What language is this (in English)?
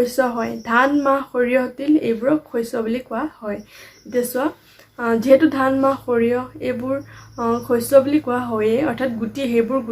Assamese